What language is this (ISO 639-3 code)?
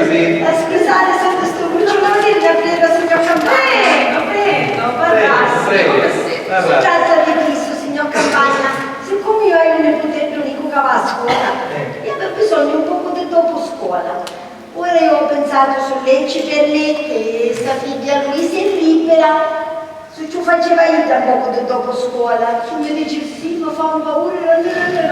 scn